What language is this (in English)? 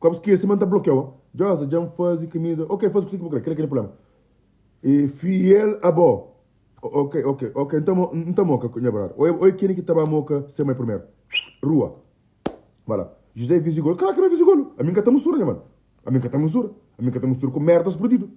Kabuverdianu